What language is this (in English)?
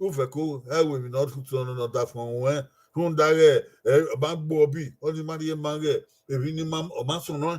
Bini